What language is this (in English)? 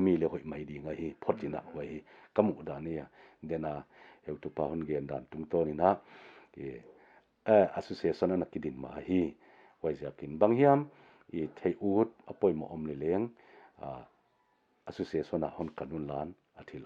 Paite Chin